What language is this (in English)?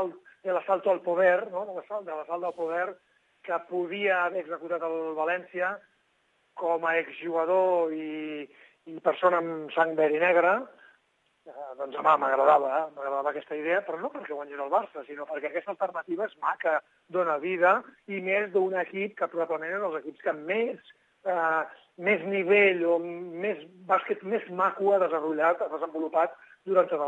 Catalan